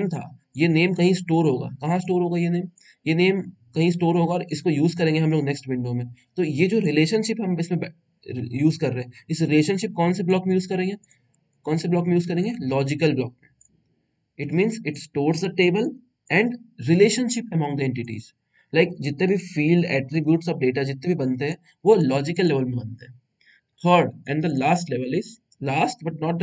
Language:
Hindi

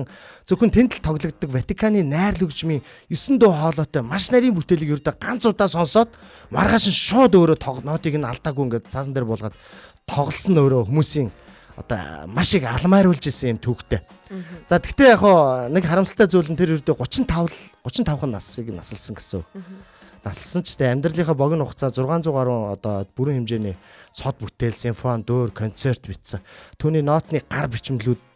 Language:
Mongolian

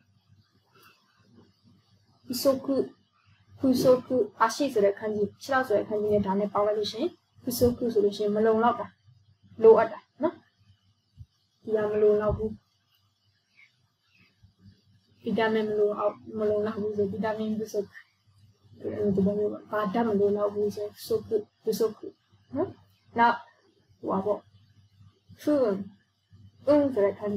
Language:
Burmese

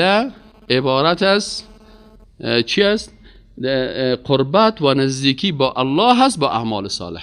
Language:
Persian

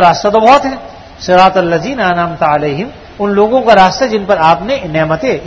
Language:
Urdu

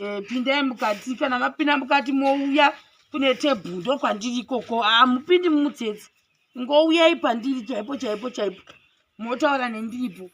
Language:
Shona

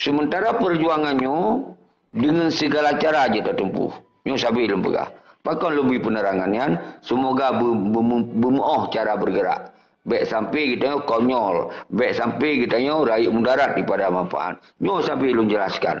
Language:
Achinese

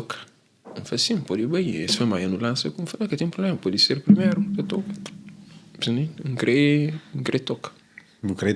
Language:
Kabuverdianu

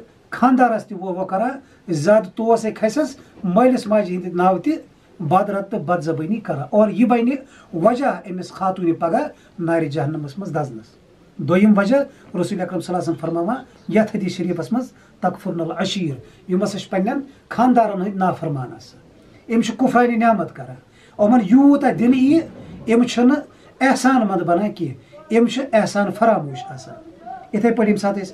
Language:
Kashmiri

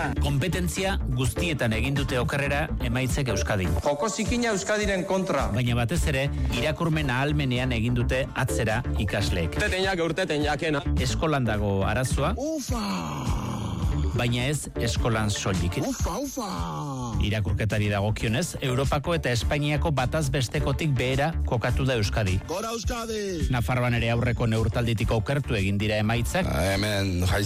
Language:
Basque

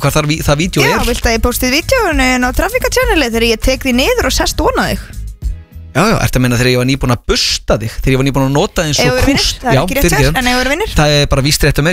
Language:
Icelandic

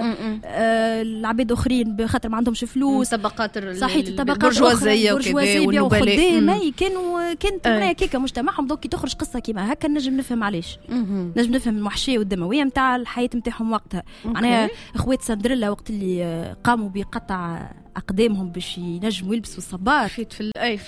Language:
Tunisian Arabic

